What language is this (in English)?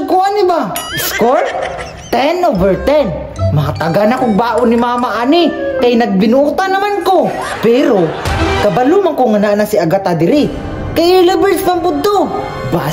Cebuano